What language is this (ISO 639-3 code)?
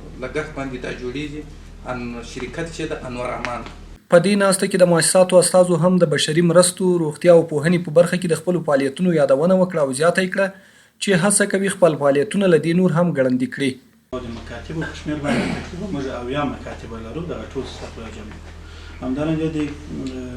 pus